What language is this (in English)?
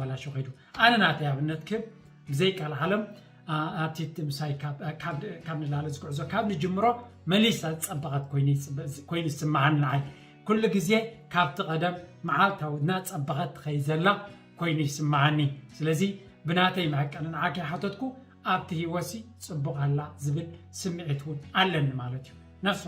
Tigrinya